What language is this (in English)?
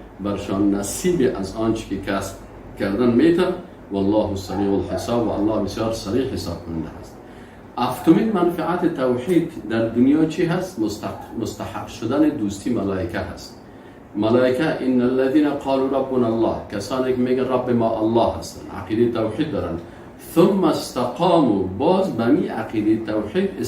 Persian